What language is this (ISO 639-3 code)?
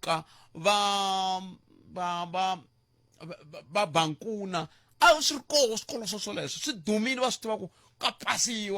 tso